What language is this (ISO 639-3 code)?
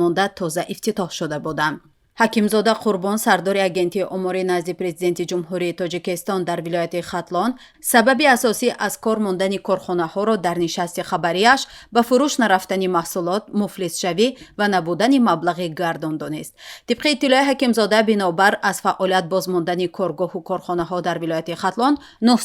tgk